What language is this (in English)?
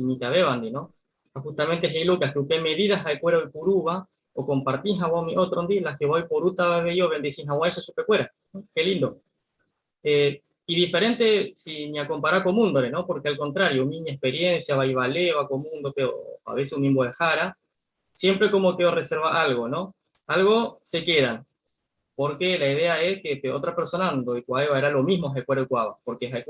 Guarani